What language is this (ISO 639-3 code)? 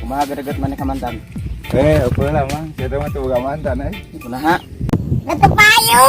sun